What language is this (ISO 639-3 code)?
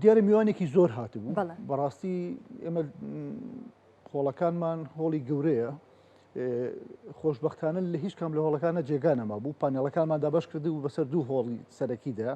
ckb